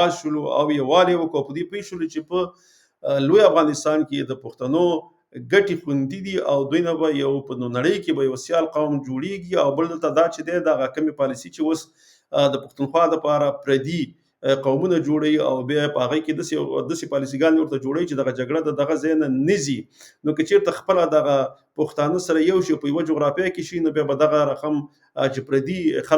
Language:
Pashto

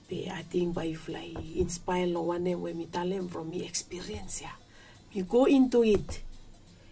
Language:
Bislama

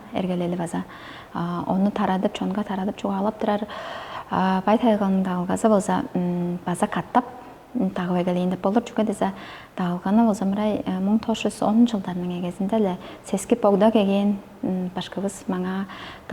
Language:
Tuvinian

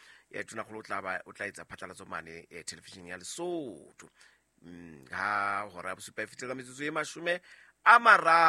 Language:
Southern Sotho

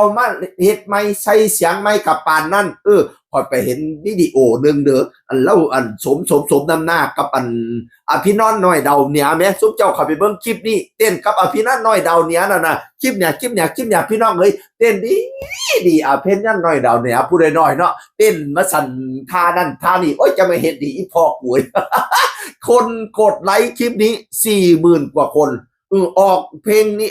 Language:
Northeastern Thai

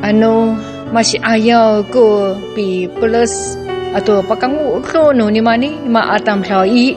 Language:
Amis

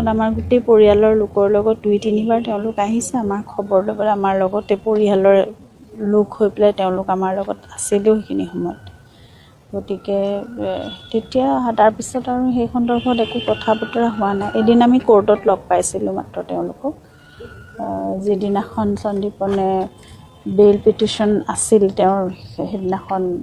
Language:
Assamese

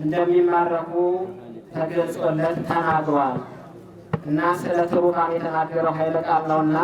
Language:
Amharic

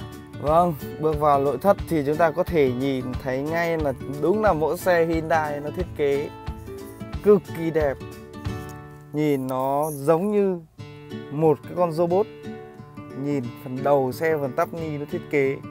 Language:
Vietnamese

